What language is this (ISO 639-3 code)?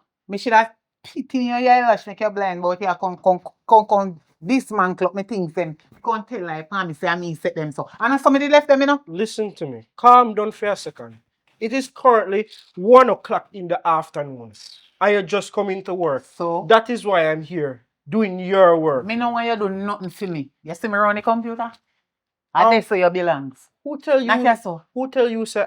jam